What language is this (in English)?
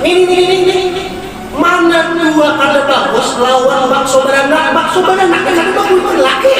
Banjar